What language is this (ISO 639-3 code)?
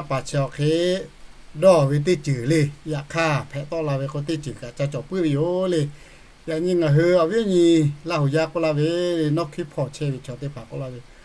lhu